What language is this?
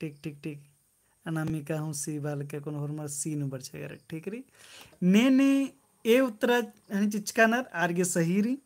Kurukh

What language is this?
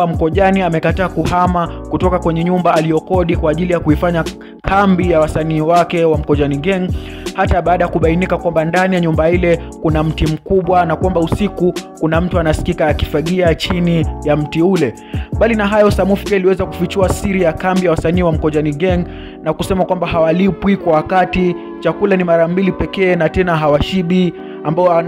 Swahili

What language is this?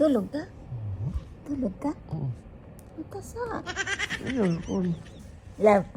Cebuano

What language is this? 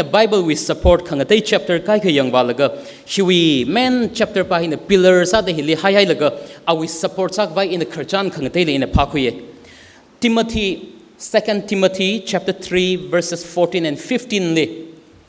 Tangkhul Naga (India)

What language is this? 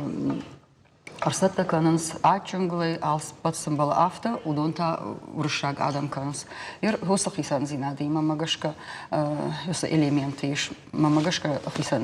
Ossetic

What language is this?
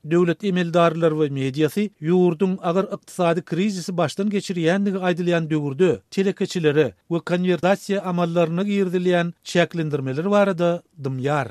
Turkmen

